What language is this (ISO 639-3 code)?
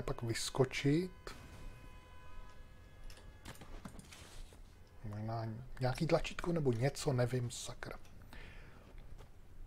ces